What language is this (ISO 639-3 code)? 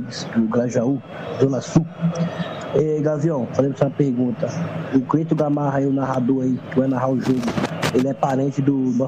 por